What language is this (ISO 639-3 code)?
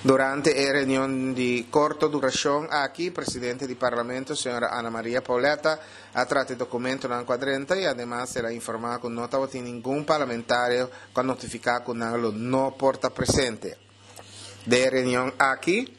pap